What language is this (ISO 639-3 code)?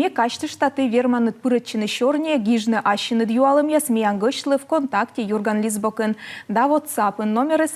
kom